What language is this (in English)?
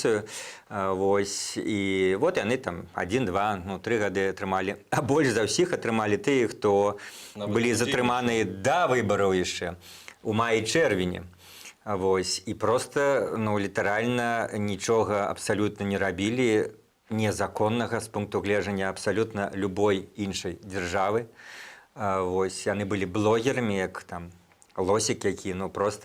Belarusian